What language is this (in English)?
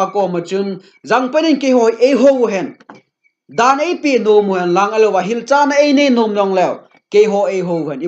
Thado Chin